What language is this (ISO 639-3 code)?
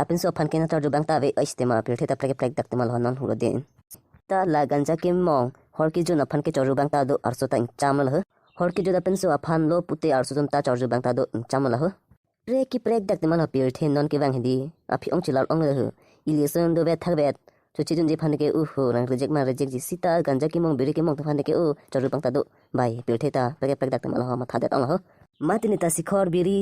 mjw